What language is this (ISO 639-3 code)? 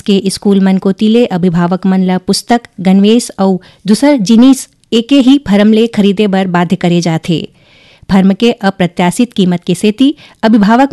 hne